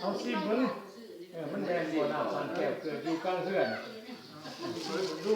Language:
Lao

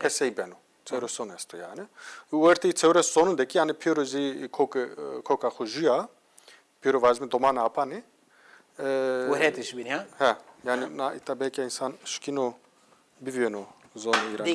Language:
Zaza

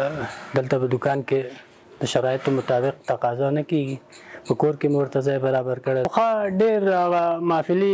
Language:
Pashto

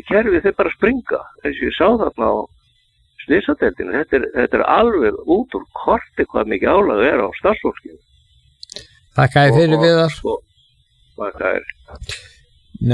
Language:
Icelandic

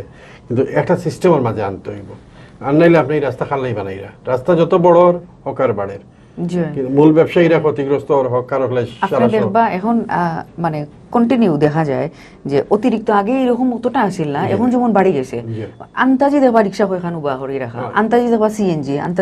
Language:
Sylheti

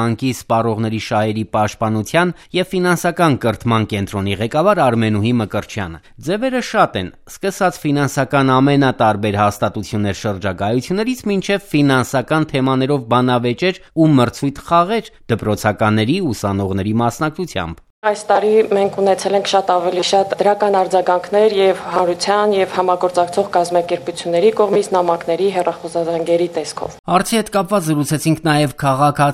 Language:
Armenian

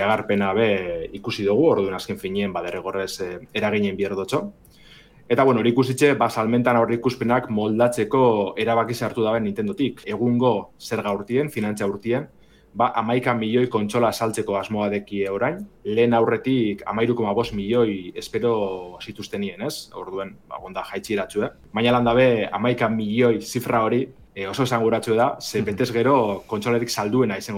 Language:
Basque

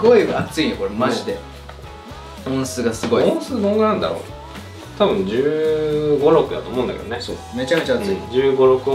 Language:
Japanese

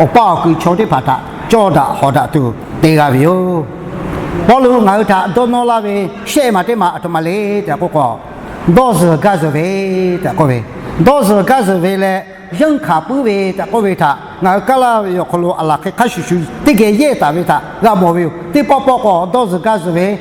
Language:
Lahu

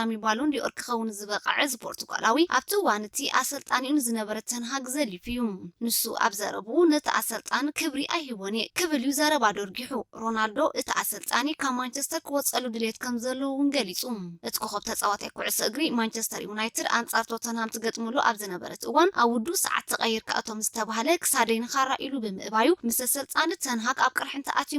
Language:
Tigrinya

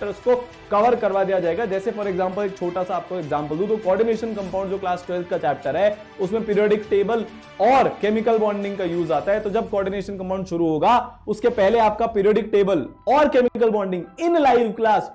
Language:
Hindi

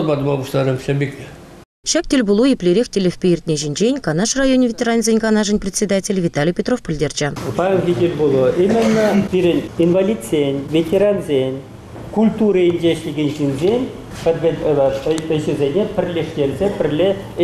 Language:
Chuvash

